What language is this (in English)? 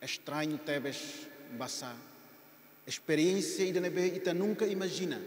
Tetum